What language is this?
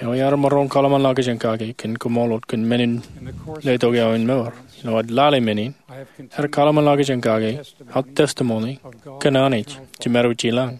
Marshallese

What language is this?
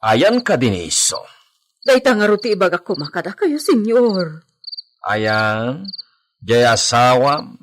Iloko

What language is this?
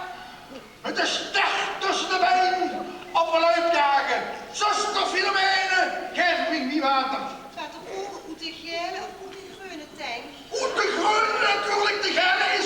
Limburgish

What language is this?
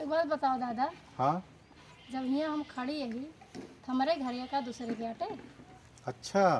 Awadhi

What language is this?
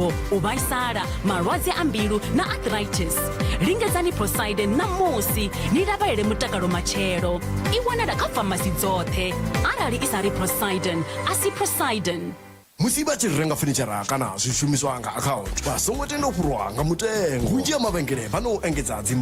Venda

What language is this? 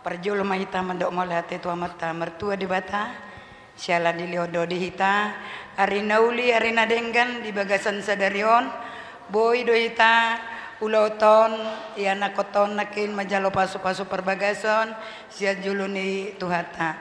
Batak Toba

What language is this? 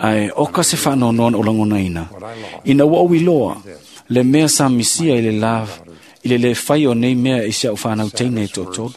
Samoan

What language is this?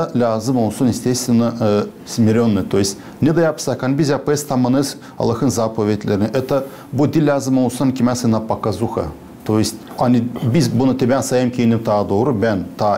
Gagauz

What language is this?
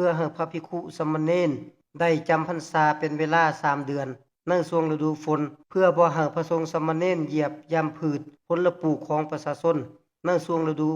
Lao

